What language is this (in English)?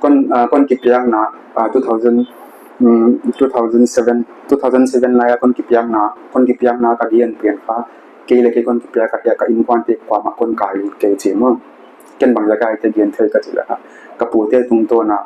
Paite Chin